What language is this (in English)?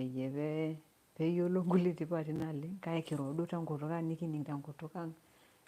Masai